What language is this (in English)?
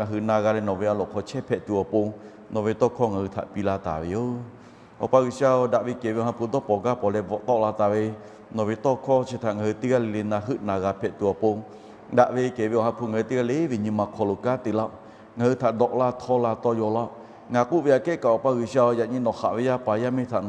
Lahu